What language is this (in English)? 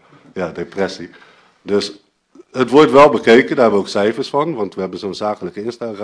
Dutch